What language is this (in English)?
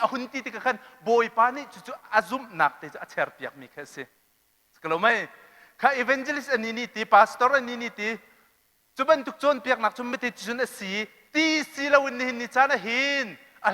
Hakha Chin